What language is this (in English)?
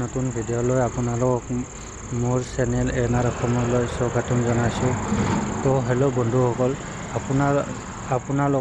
Assamese